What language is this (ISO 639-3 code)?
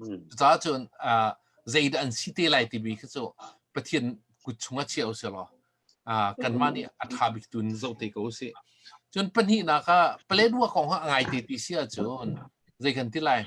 cnh